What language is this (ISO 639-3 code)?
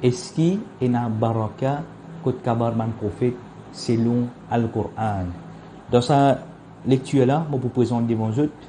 mfe